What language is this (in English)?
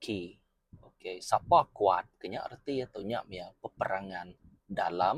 Iban